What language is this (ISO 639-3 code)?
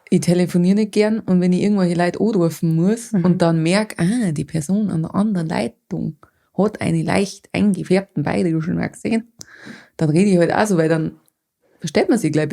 bar